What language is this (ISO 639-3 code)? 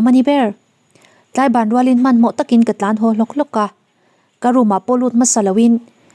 lus